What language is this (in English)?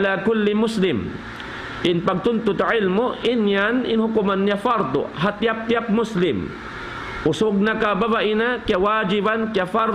Tausug